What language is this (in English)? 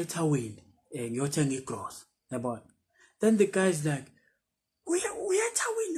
Zulu